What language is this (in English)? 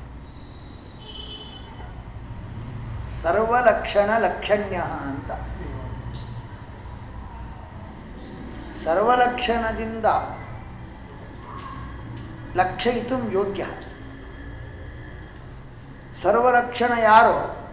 Kannada